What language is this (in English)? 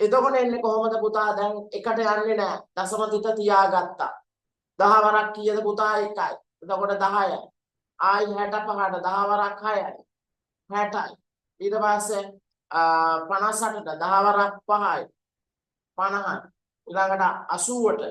Sinhala